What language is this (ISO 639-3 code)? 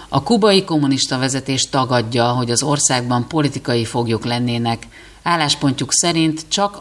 hun